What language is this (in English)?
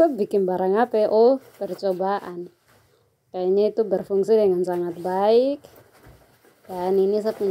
Indonesian